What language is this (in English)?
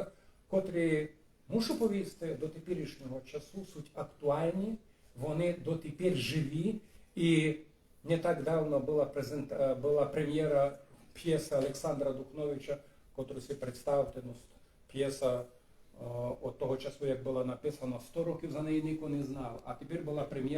Rusyn